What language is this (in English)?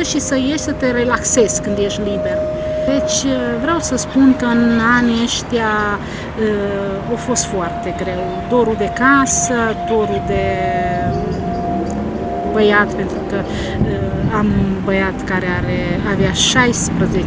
Romanian